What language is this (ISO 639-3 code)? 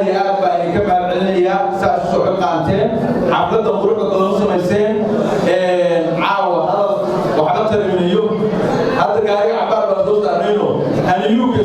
som